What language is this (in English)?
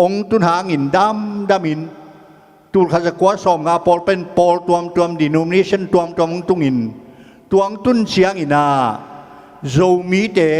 Tedim Chin